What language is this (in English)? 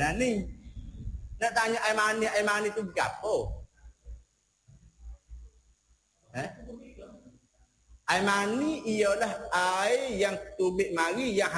Malay